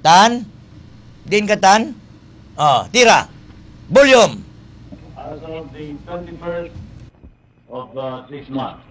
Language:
Hiligaynon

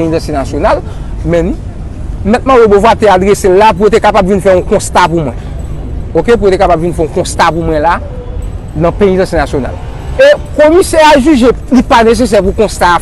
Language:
Haitian Creole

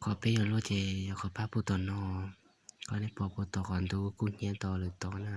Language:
Hmong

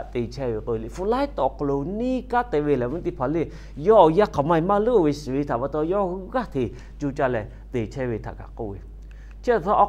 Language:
Lahu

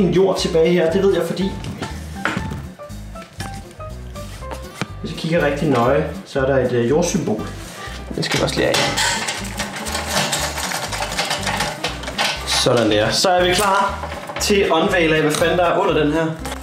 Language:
Danish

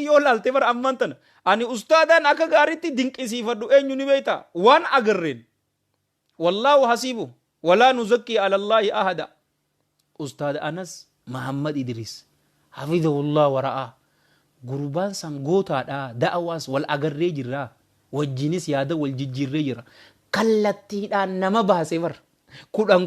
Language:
Oromo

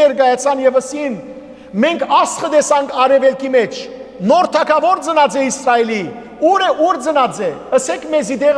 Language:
Western Armenian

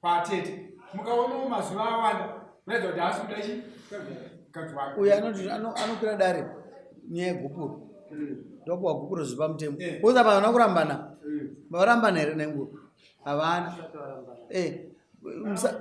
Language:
Shona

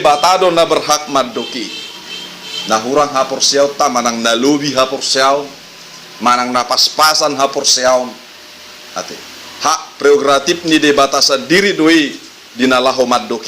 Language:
Batak Toba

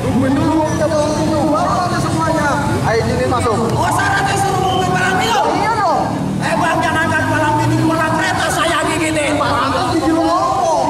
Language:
Betawi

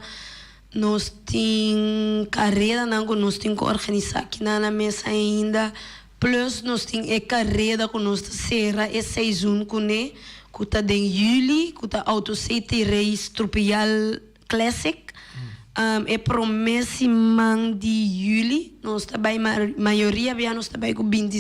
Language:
Papiamento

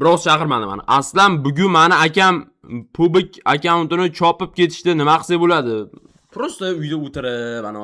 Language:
Uzbek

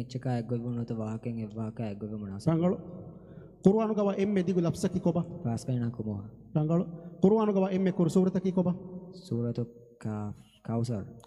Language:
Divehi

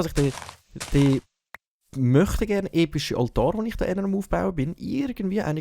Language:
Swiss German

